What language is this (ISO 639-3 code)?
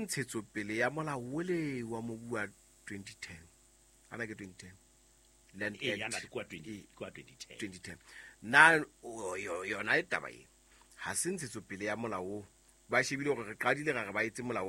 sot